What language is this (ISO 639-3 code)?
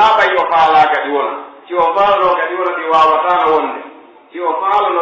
fuf